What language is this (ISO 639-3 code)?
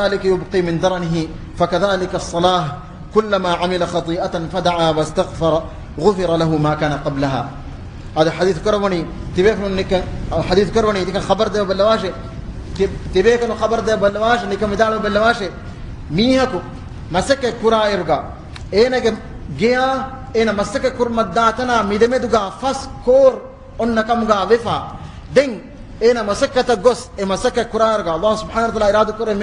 div